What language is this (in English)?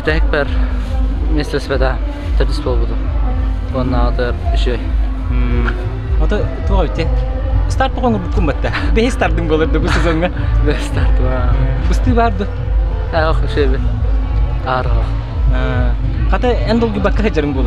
Yakut